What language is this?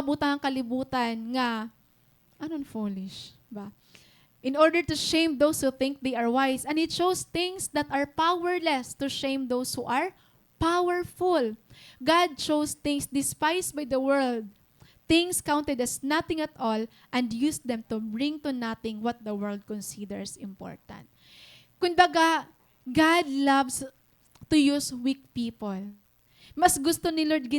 Waray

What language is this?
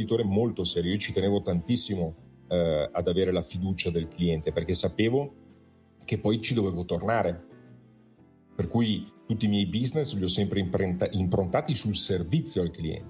Italian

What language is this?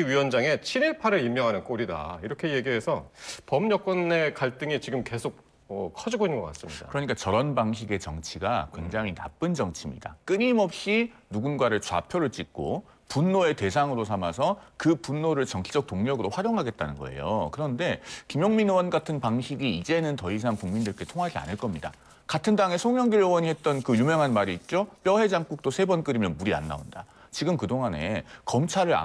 Korean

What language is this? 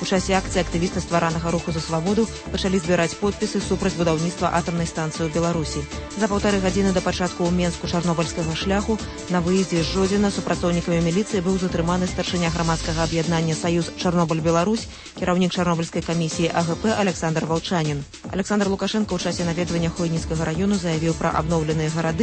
Belarusian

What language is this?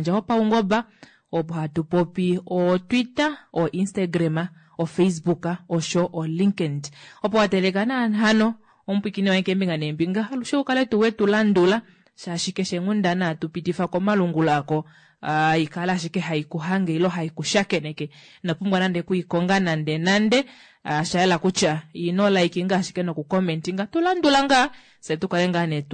Kuanyama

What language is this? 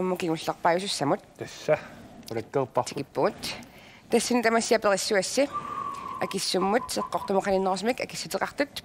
Kalaallisut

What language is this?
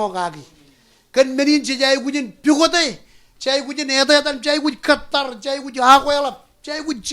Marshallese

